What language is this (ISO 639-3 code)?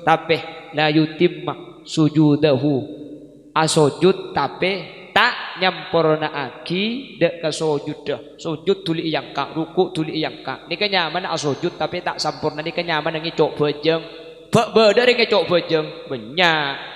mad